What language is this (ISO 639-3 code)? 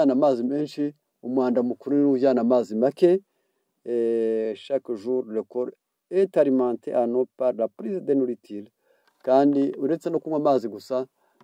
kin